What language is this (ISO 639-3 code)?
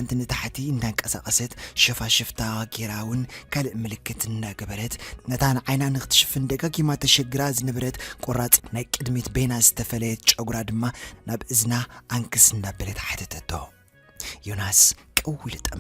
tir